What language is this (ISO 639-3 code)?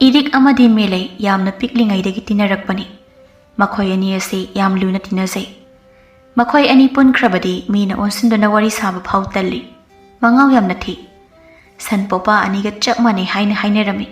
mni